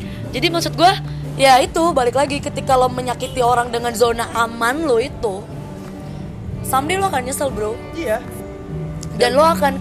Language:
Indonesian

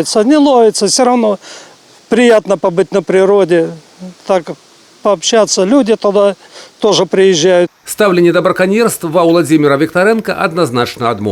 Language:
Belarusian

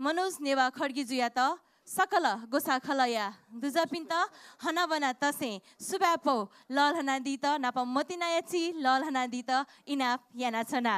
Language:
Newari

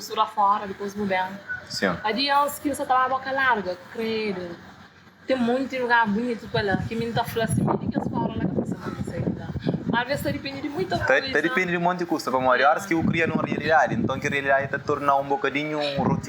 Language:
Kabuverdianu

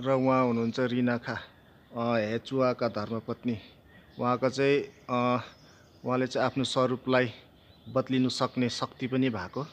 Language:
Nepali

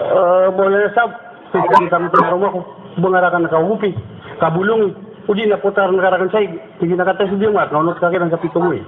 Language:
Maranao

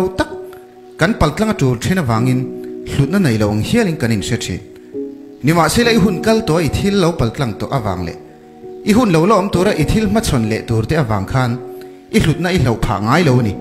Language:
Mizo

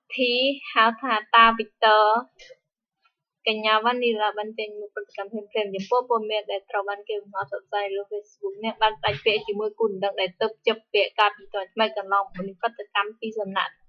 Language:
Khmer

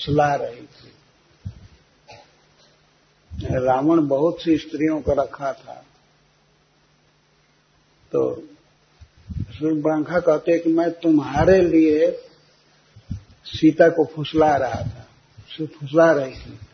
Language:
Hindi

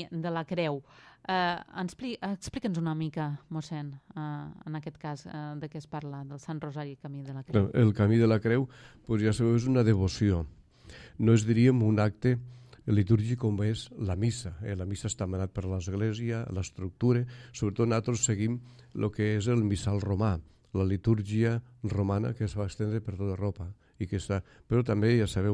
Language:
Catalan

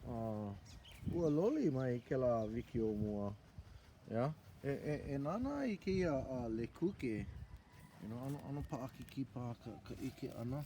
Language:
Hawaiian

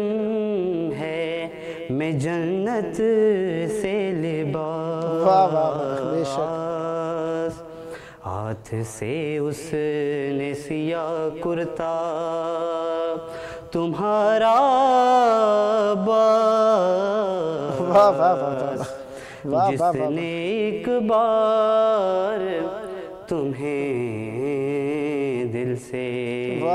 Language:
Urdu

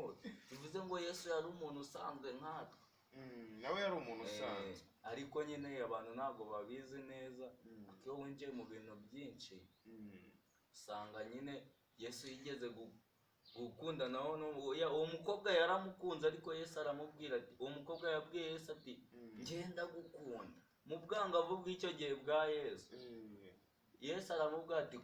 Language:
Kinyarwanda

